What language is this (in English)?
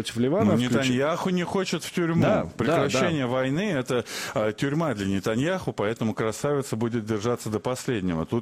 Russian